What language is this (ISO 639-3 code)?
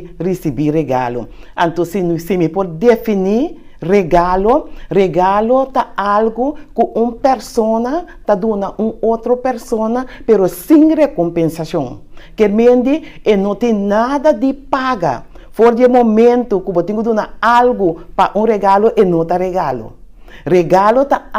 pap